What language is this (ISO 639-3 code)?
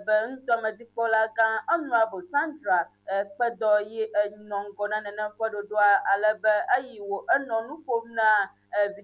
ewe